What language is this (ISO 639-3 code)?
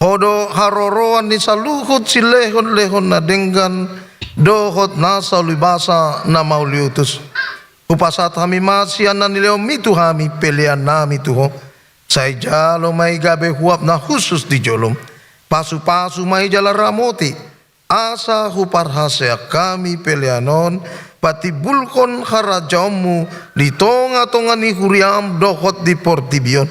bbc